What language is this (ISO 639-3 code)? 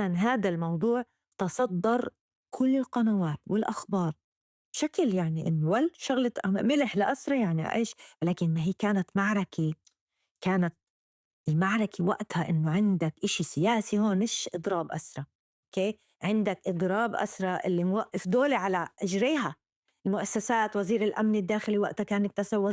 apc